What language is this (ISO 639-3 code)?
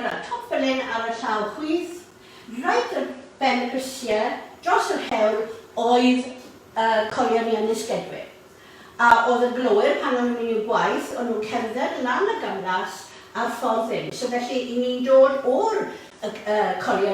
cym